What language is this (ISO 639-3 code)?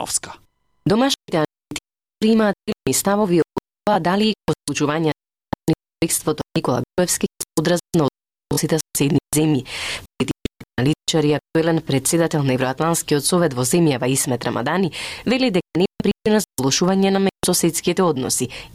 mkd